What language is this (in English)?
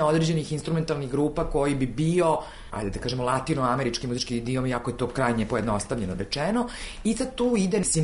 Serbian